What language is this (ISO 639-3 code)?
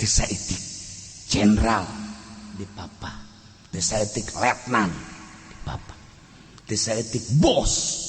sun